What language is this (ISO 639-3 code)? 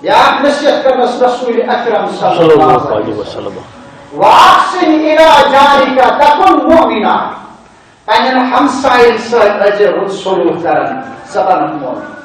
kas